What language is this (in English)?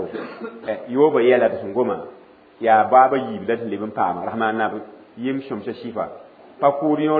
Mossi